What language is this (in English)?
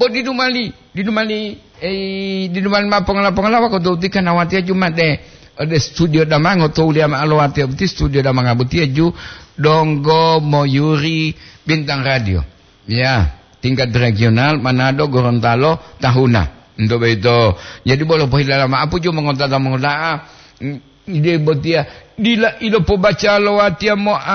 Gorontalo